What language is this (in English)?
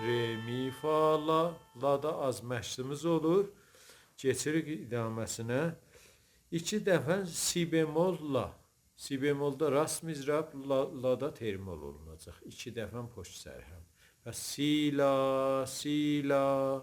South Azerbaijani